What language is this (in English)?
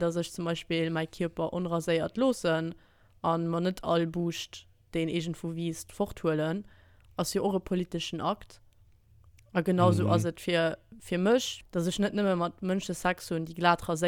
Luxembourgish